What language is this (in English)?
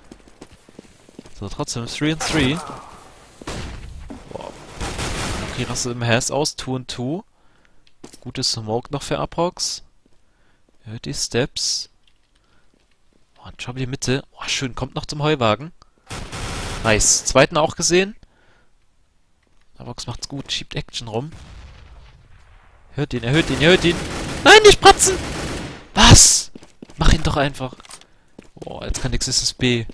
German